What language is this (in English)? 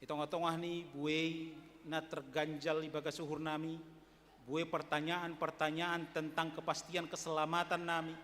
Batak Simalungun